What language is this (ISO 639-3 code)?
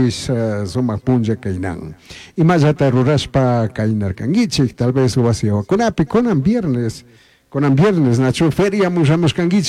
qug